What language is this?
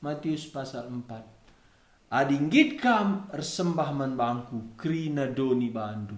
Batak Karo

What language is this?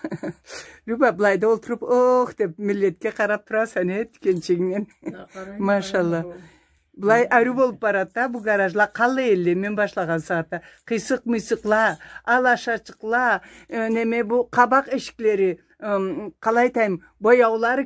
Karachay-Balkar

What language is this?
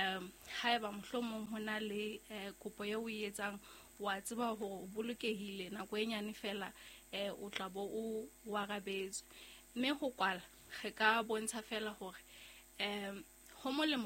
Southern Sotho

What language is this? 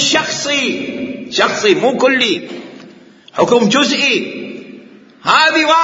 Mesopotamian Arabic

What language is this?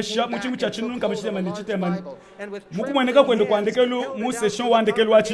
Luba-Lulua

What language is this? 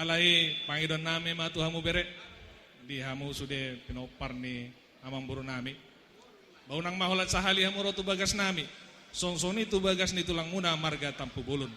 Batak Toba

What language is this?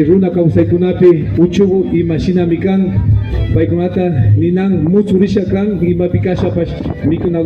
Imbabura Highland Quichua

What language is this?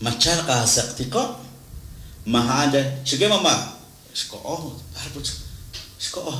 Kekchí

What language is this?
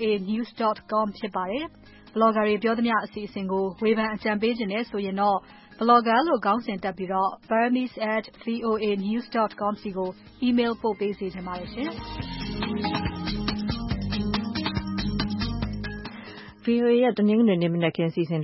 Burmese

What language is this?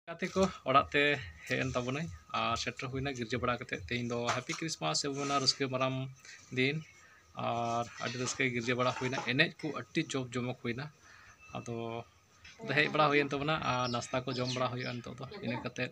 Santali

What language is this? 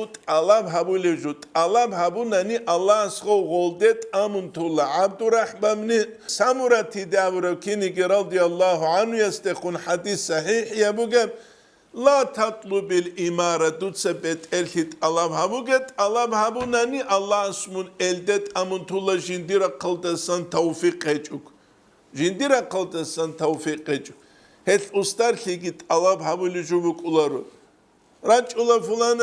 Avaric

